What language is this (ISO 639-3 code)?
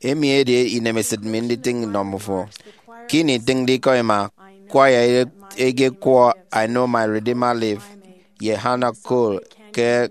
efi